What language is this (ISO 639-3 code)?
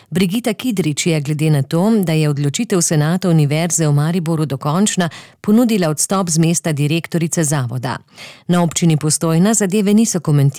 slv